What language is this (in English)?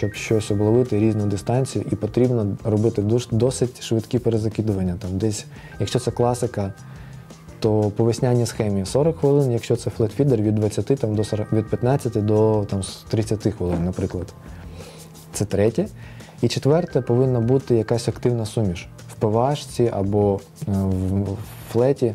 Ukrainian